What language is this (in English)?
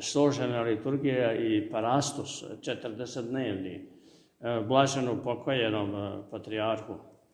Serbian